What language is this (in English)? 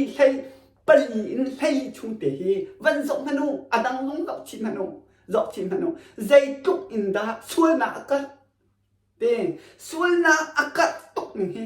Hakha Chin